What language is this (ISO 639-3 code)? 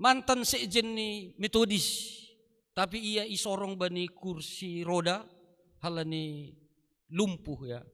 bts